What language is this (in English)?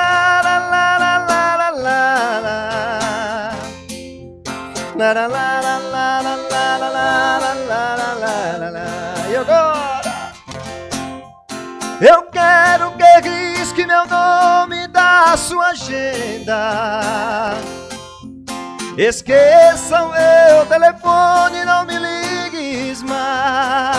Portuguese